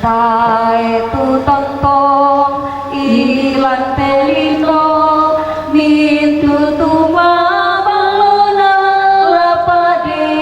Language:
Toraja-Sa'dan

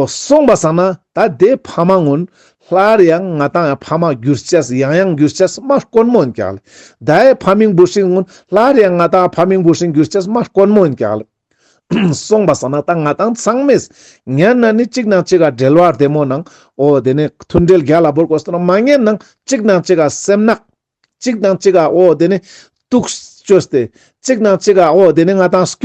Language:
Ladakhi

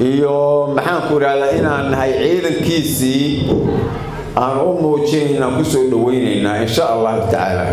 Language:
Somali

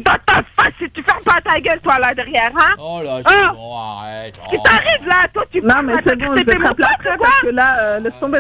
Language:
French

